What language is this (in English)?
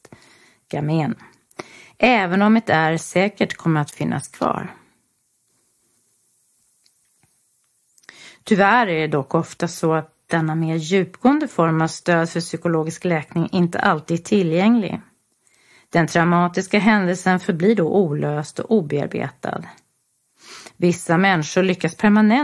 Swedish